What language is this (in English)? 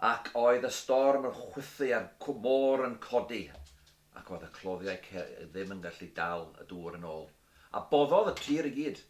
Welsh